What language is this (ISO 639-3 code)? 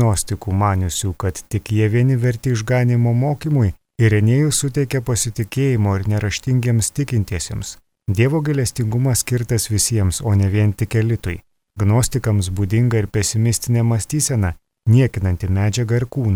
lit